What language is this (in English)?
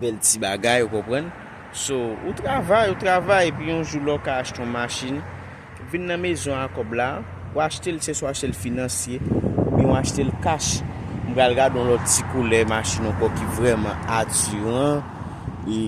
Haitian Creole